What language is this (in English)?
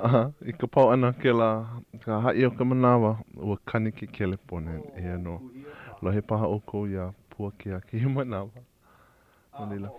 Hawaiian